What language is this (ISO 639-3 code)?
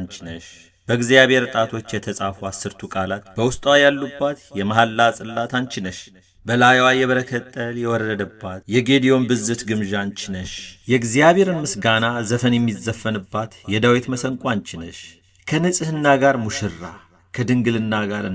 amh